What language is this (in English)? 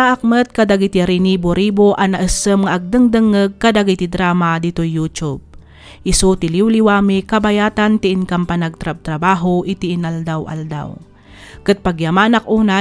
Iloko